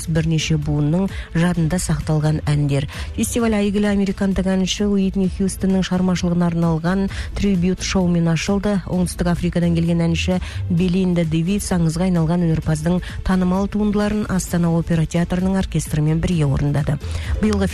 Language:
Kazakh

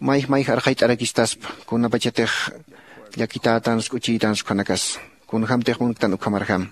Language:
Aymara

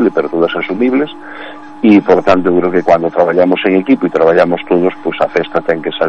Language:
Galician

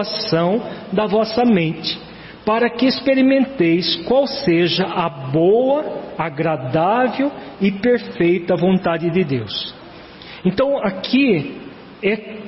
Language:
Portuguese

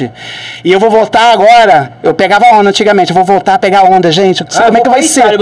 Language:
Portuguese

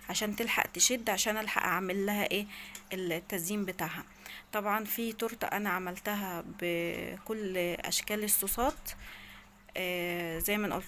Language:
Egyptian Arabic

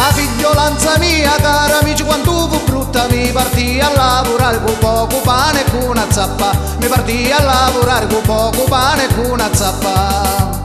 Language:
Sicilian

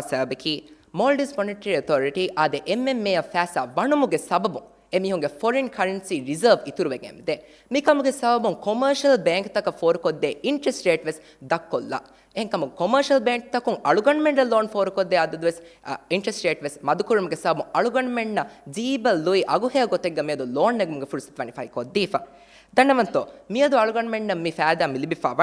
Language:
Divehi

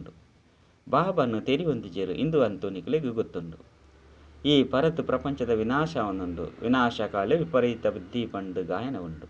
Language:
Tulu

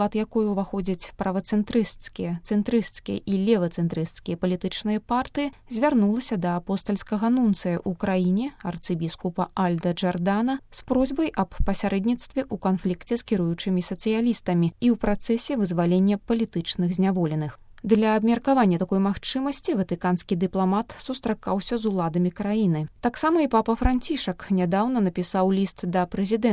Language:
Belarusian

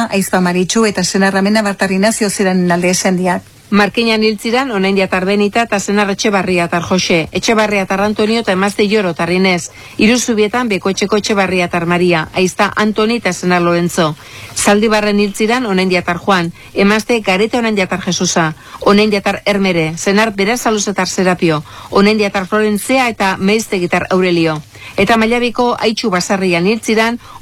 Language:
Basque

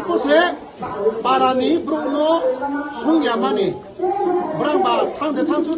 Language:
Kok Borok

